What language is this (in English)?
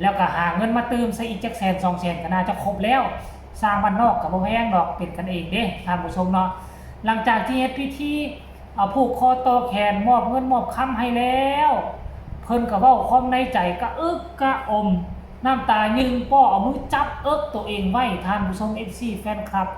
Northeastern Thai